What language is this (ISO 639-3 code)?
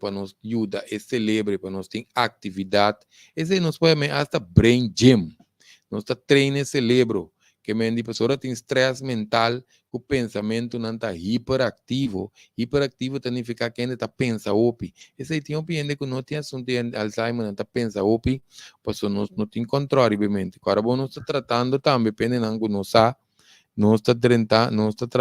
pap